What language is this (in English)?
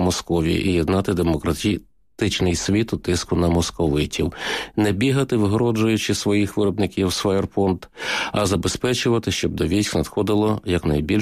Ukrainian